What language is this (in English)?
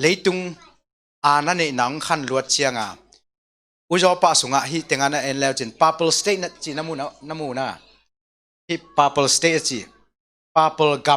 Tedim Chin